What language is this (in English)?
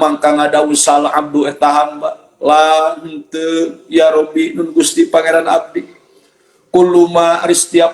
Sundanese